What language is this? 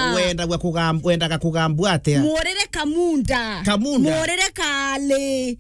Meru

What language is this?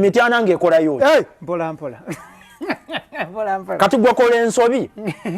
Ganda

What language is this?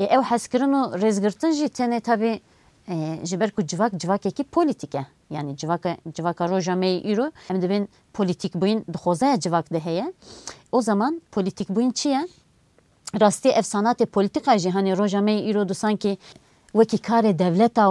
Kurdish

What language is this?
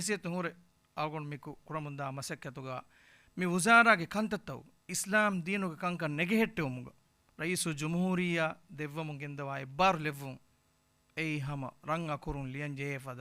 Divehi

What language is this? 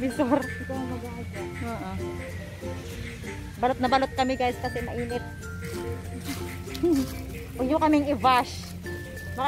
Filipino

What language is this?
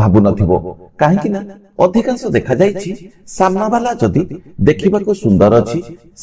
Odia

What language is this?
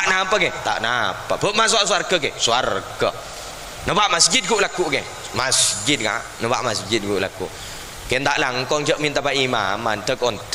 Madurese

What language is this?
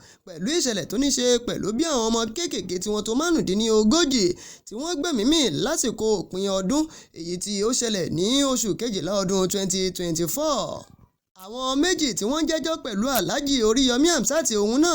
Yoruba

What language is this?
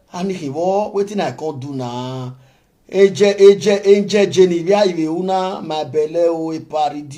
Nigerian Pidgin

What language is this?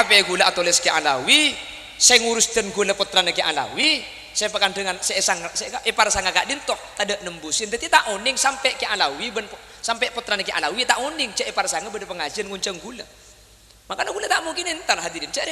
Madurese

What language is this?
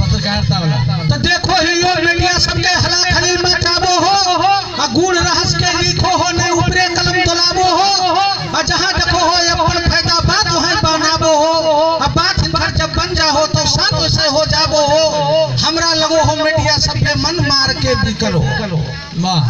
Magahi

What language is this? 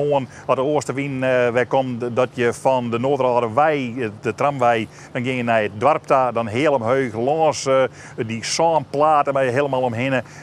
Western Frisian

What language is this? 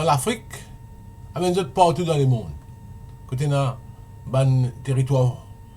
Morisyen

